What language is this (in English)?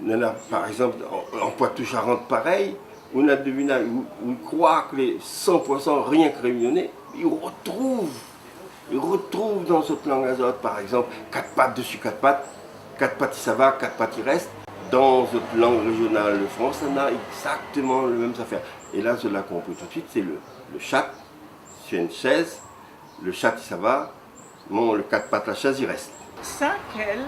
Réunion Creole French